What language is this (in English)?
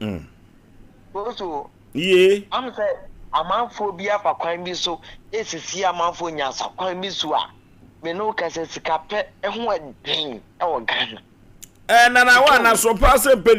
Akan